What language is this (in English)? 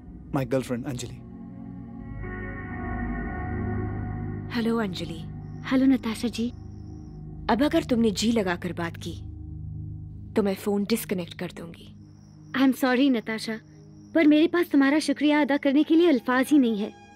Hindi